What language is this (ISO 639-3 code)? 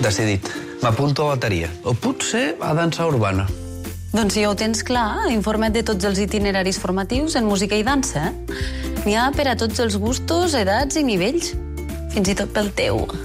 cat